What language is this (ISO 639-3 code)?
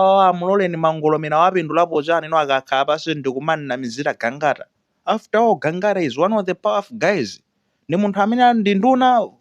nya